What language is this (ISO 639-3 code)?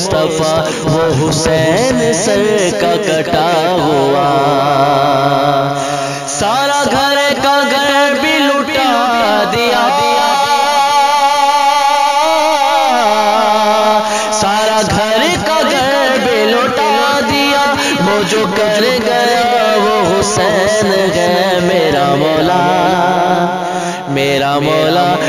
urd